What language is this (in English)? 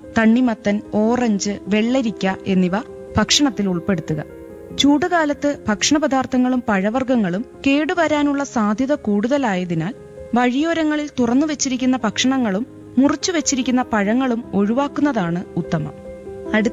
Malayalam